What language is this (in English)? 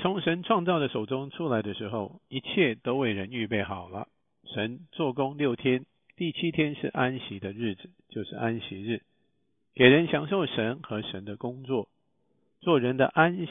Chinese